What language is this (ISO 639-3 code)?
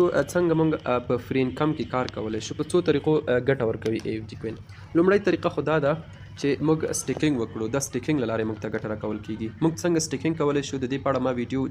pus